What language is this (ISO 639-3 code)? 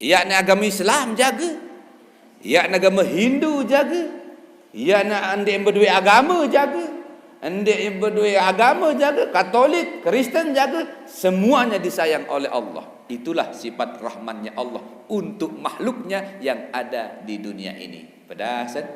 sas